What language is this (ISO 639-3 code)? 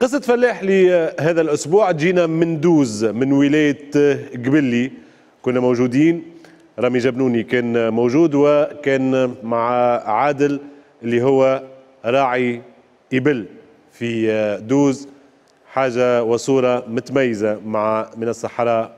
aeb